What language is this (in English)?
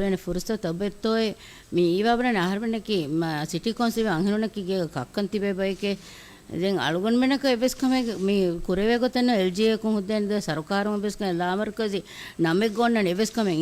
Divehi